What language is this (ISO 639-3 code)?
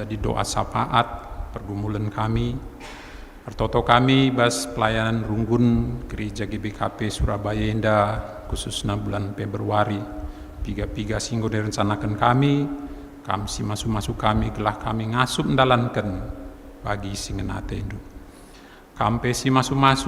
btx